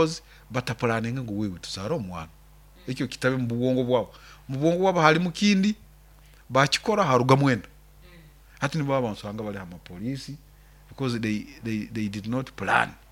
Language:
Nyoro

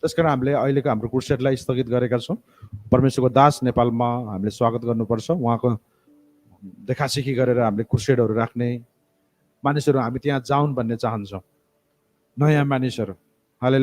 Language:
Nepali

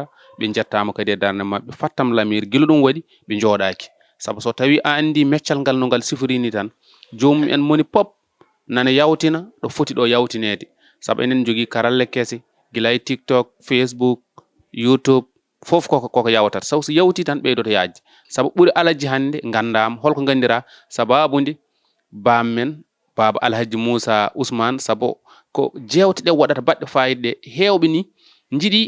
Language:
Fula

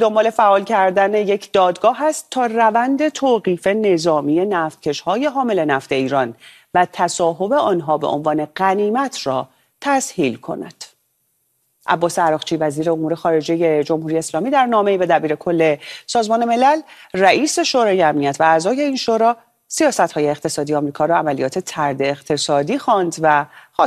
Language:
Persian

